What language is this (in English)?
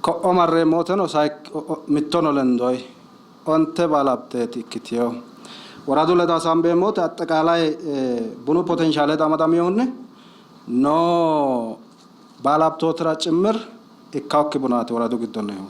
Sidamo